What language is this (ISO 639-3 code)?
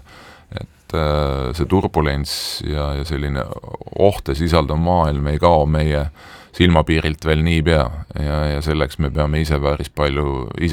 est